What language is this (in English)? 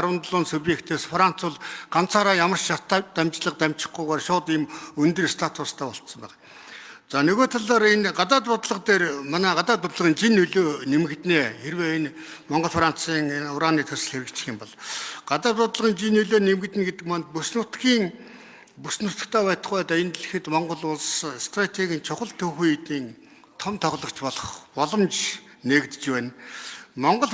Mongolian